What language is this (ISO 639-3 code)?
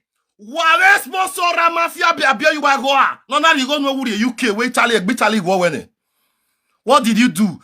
pcm